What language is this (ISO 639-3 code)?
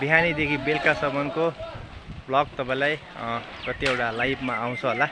nep